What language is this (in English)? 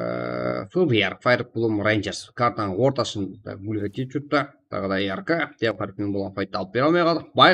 Kara-Kalpak